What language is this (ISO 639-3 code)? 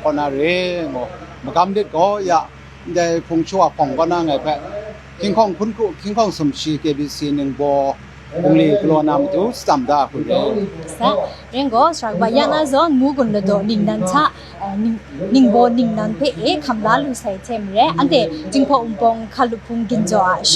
kac